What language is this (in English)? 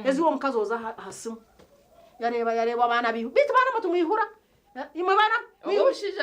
Nyankole